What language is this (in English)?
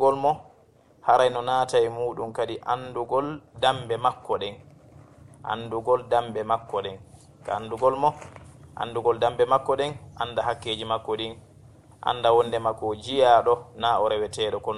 Fula